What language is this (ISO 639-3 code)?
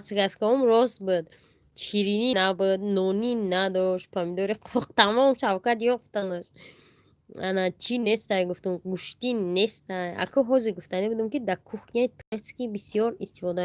tgk